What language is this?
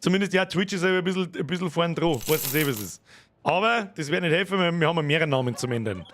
Bavarian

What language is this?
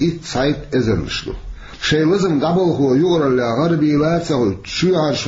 Chechen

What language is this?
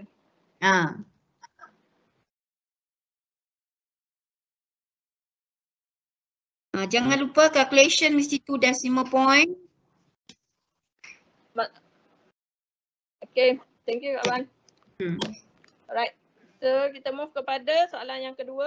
Malay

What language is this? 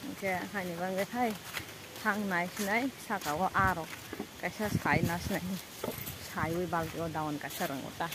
Kok Borok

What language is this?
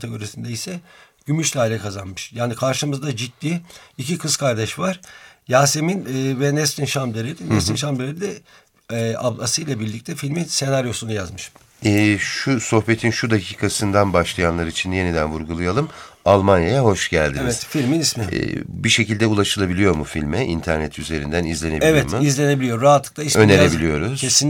Turkish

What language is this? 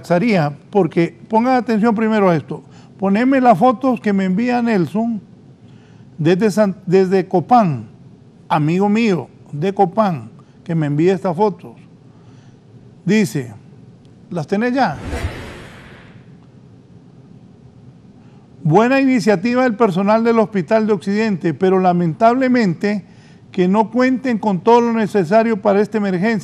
Spanish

